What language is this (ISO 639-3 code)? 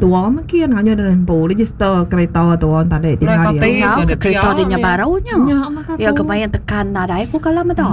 iba